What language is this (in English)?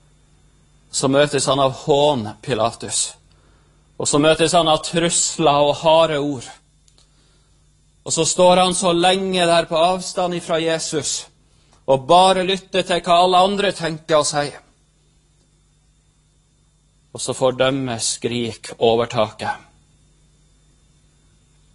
Norwegian